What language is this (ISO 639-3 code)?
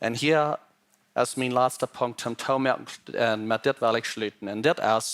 pdt